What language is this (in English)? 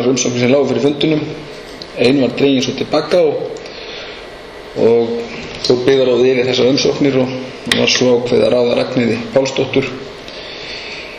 Icelandic